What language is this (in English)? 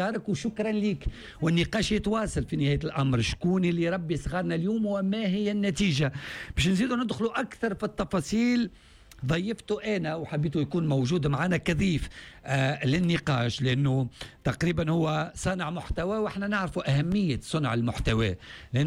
Tunisian Arabic